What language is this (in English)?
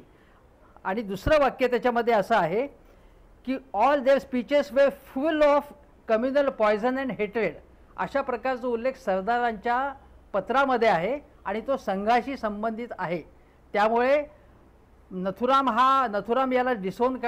Marathi